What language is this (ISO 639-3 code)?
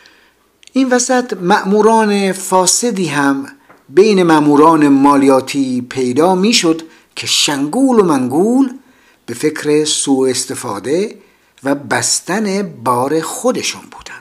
fas